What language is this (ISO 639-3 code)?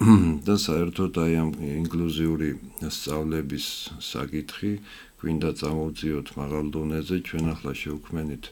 kat